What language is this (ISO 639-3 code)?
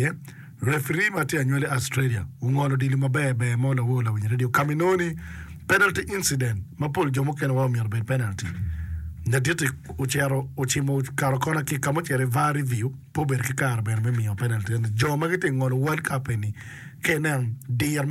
ach